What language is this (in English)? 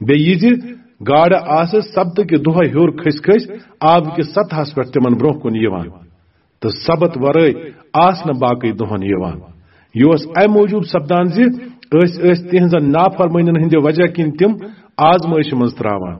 Kashmiri